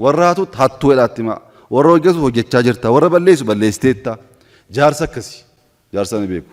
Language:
Oromo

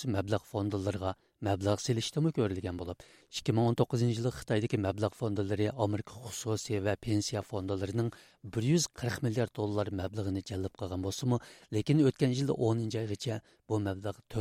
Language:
Uyghur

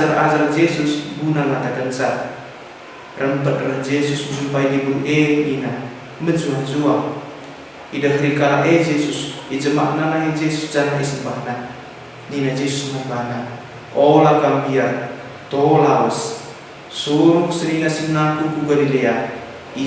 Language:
Batak Karo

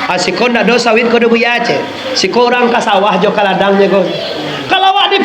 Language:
Minangkabau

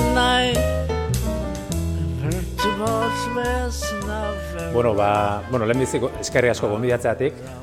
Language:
Basque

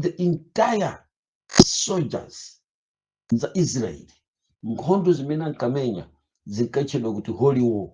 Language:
Nyanja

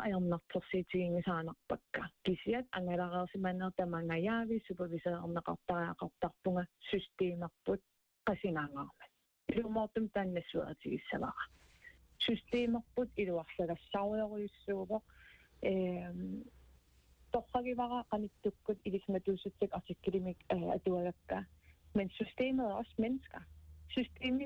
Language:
Kalaallisut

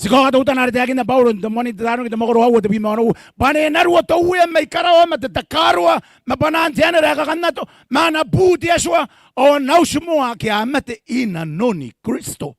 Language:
Gilbertese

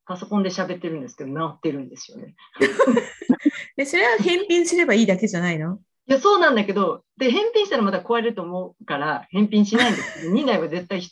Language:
Japanese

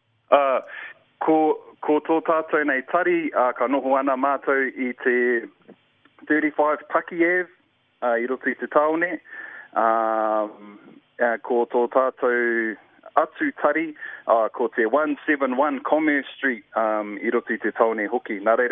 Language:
Māori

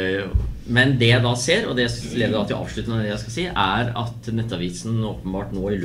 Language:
Norwegian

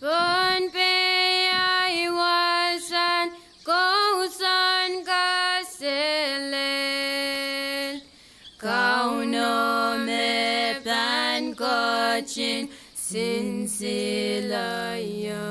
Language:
Pohnpeian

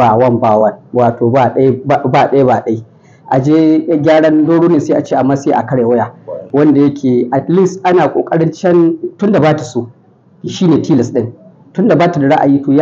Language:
Hausa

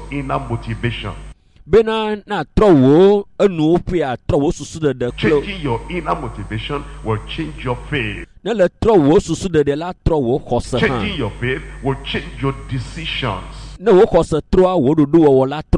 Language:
Ewe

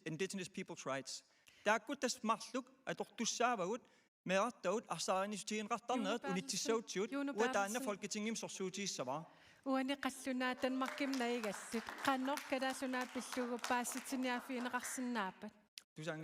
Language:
Kalaallisut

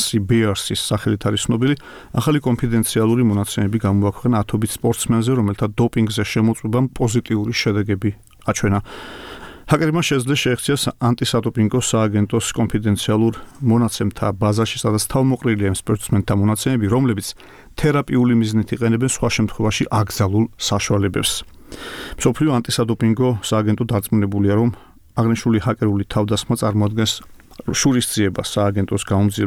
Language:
Georgian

